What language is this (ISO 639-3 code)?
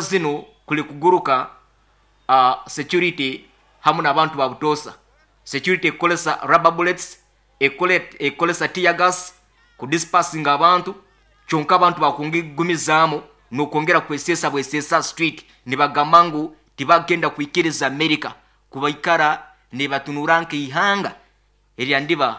nyo